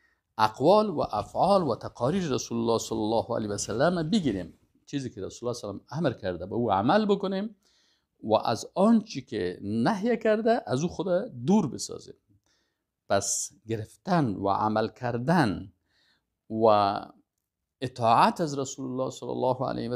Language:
Persian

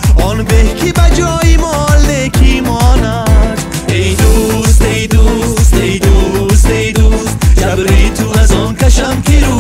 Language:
Tajik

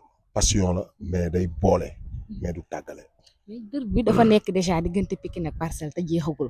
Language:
Wolof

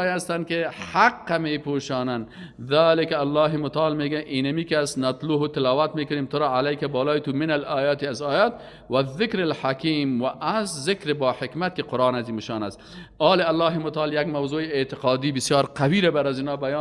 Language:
Persian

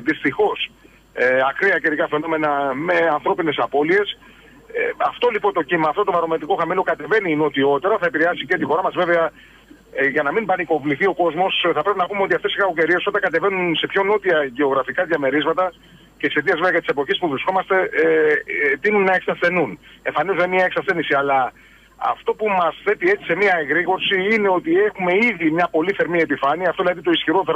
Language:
Greek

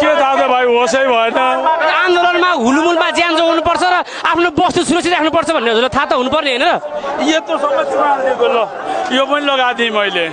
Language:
Nepali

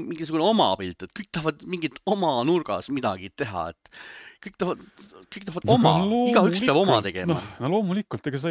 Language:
Estonian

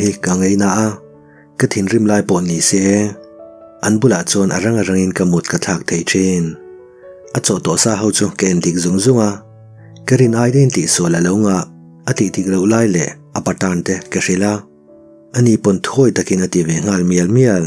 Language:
Mizo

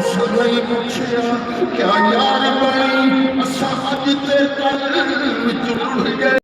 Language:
Saraiki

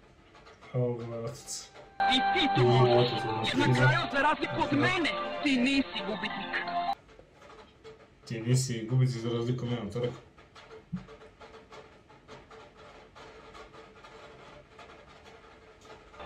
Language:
Croatian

